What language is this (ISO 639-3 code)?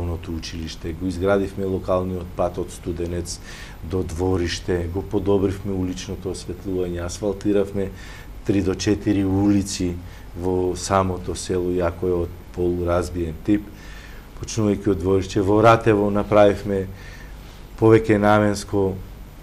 mkd